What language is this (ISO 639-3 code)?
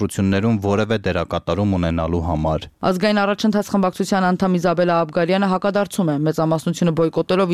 hye